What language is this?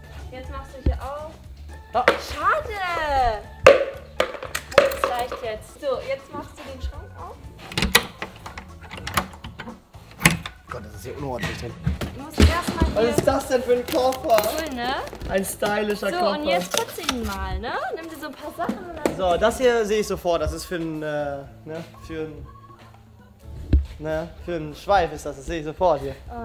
German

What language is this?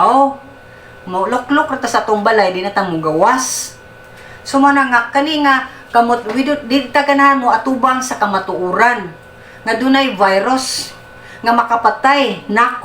Cebuano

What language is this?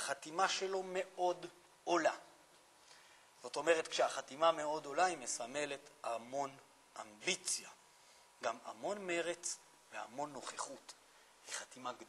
Hebrew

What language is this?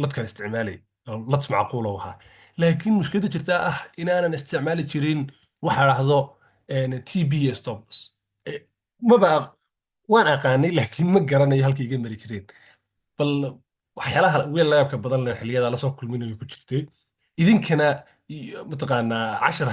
Somali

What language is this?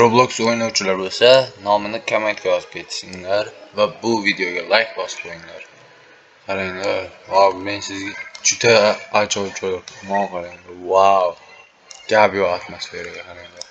Uzbek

